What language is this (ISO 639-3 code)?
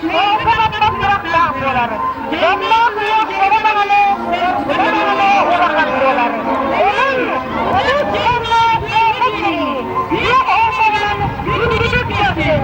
sah